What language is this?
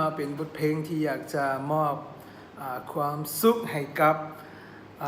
Lao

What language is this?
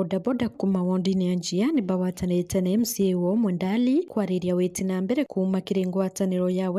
Meru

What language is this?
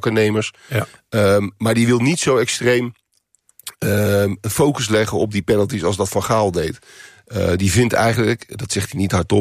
Dutch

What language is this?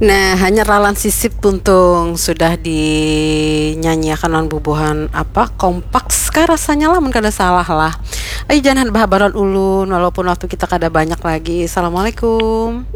Banjar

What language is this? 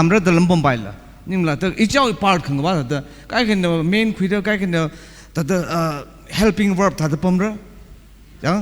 Tangkhul Naga (India)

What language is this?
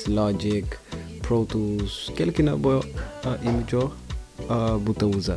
Kabuverdianu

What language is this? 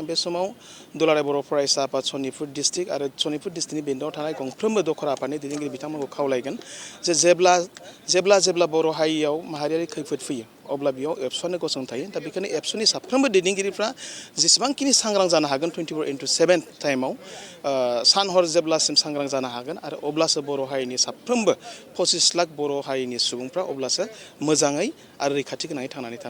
Bodo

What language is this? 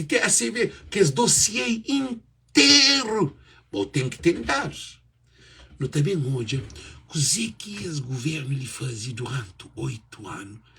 Kabuverdianu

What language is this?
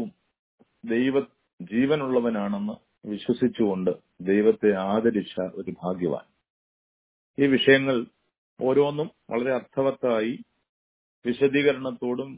Malayalam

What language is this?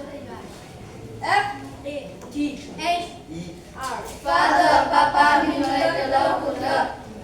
S'gaw Karen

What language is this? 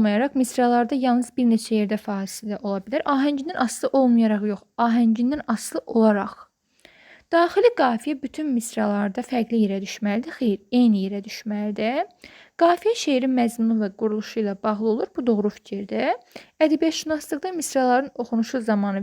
Azerbaijani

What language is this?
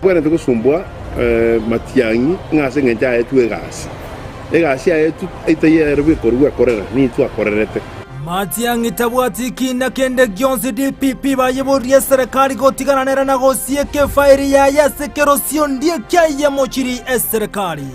Gusii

